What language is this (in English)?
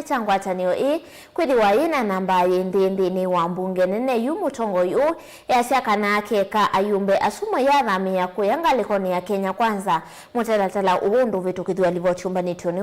Kamba